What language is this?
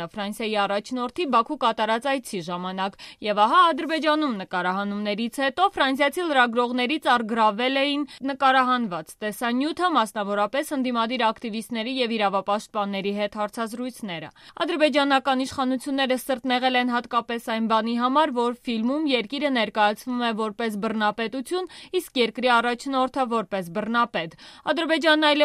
Armenian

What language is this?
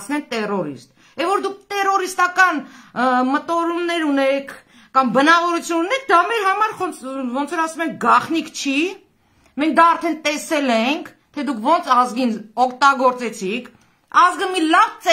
Armenian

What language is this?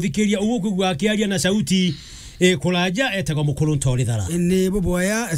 Meru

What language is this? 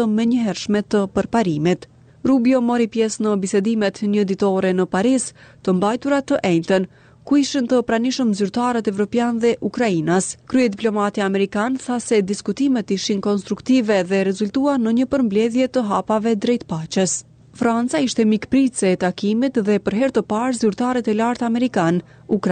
Albanian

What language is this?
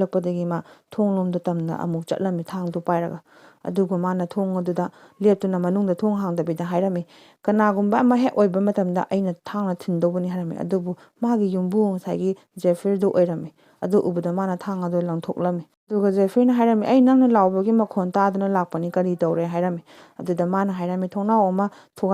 Manipuri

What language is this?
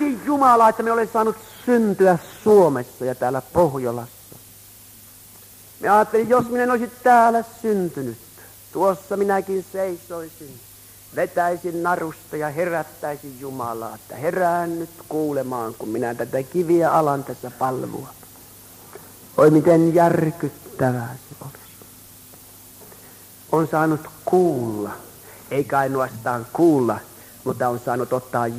Finnish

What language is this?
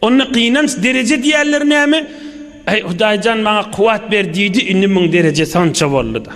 Turkmen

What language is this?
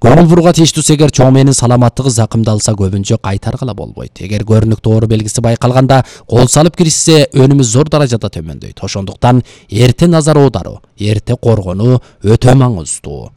Kyrgyz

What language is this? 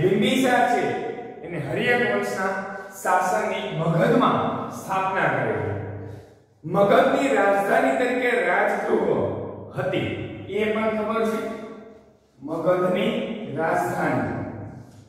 Gujarati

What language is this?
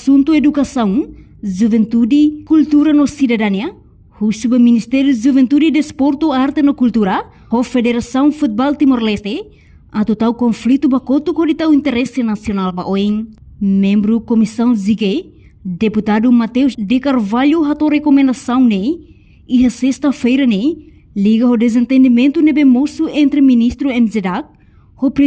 Tetum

